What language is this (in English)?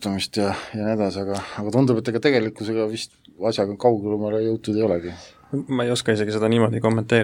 Estonian